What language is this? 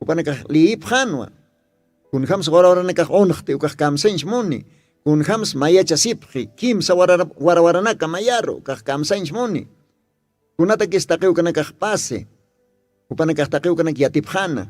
Aymara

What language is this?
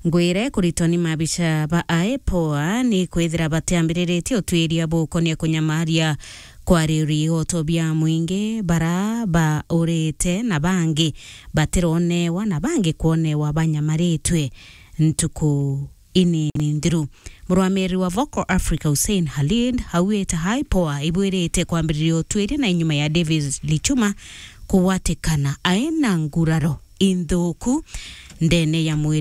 Meru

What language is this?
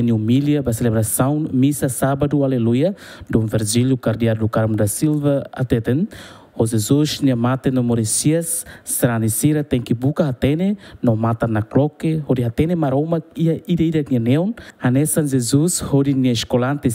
Tetum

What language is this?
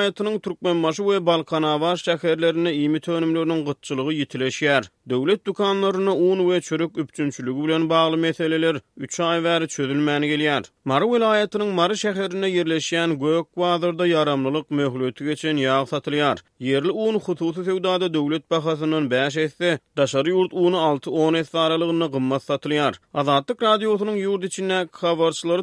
Turkmen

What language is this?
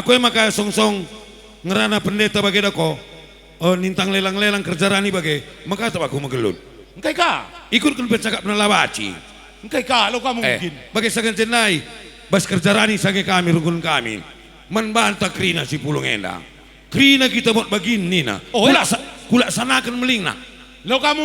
Batak Karo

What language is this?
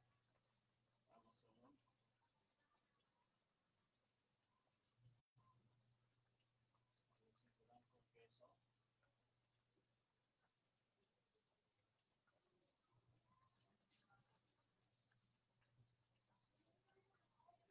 Filipino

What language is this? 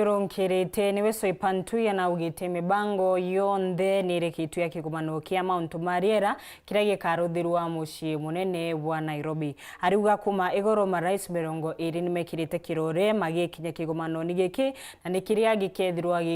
Meru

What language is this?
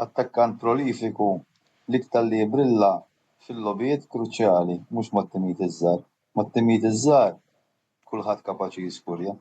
Maltese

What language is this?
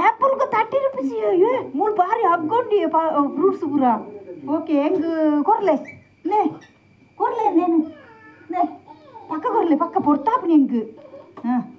Tulu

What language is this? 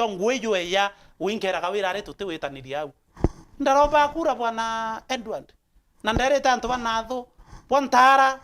Meru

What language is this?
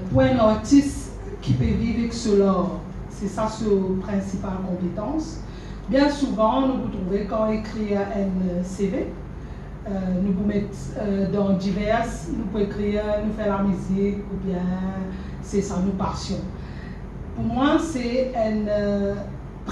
Morisyen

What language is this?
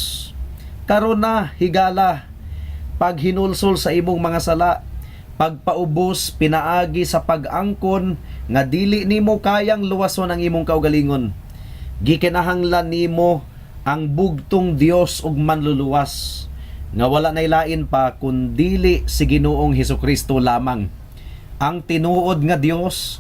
Cebuano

